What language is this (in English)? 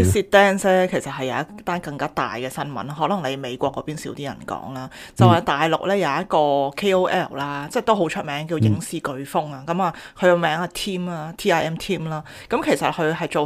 Cantonese